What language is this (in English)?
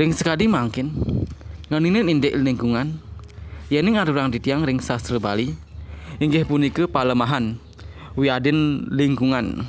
Balinese